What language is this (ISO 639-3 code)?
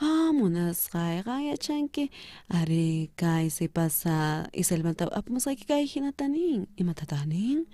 quh